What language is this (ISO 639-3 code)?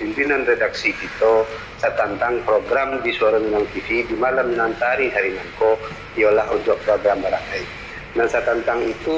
min